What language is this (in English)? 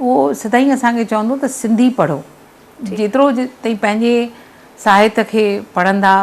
Sindhi